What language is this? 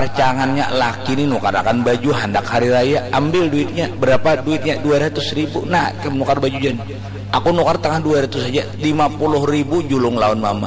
Banjar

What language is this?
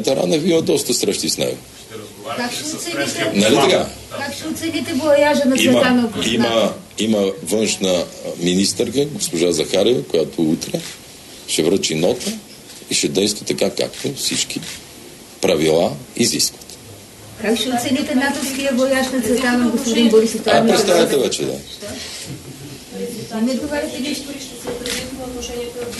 Bulgarian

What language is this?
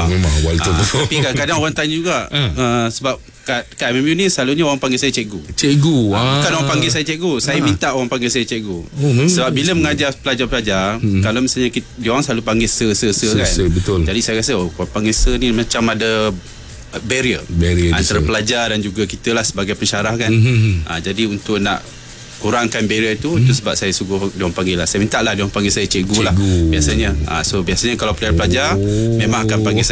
Malay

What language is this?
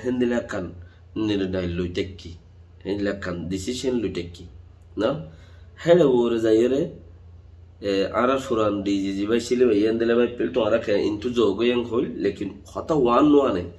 Rohingya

